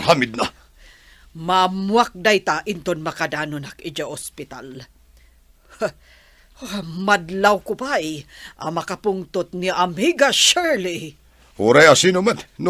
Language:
Iloko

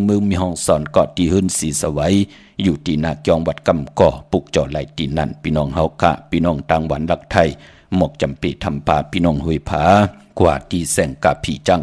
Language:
Shan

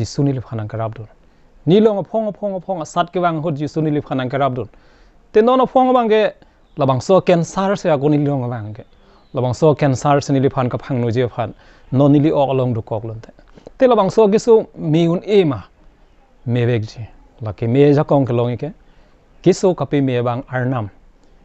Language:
Karbi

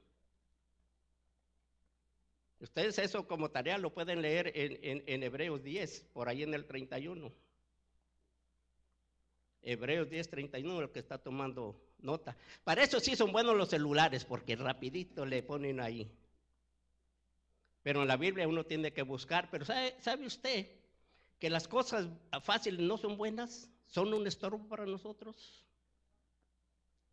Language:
Spanish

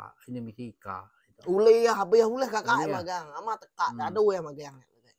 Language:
Iban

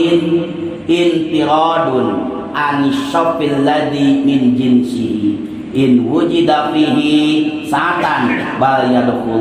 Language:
Sundanese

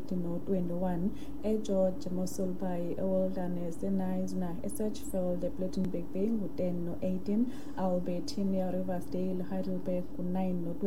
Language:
Xhosa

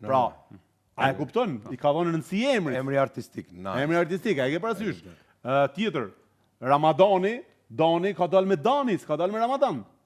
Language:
Albanian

